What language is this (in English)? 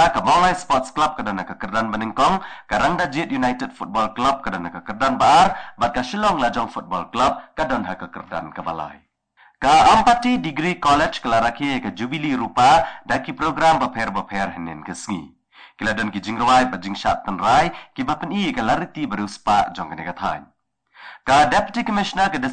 Khasi